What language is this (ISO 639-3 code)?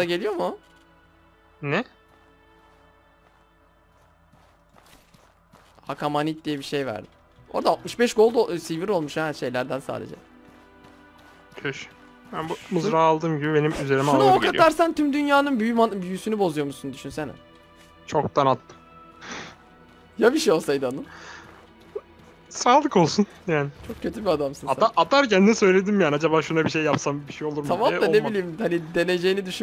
tur